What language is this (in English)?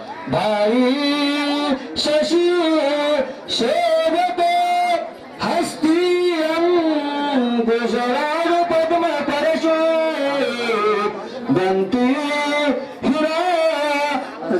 Marathi